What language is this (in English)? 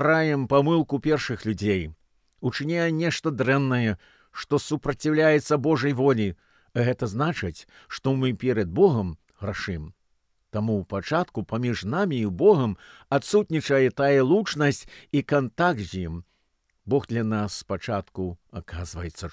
Belarusian